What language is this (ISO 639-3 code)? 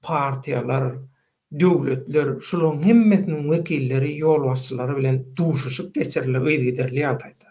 tuk